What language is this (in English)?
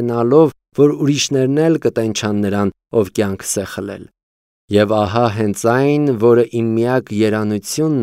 Armenian